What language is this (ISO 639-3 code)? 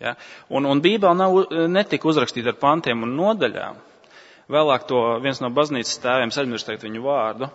lav